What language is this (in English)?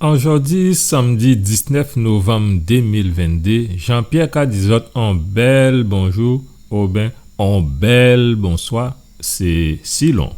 Guadeloupean Creole French